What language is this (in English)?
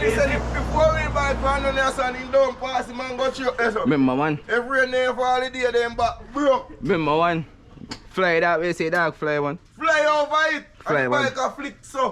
Jamaican Creole English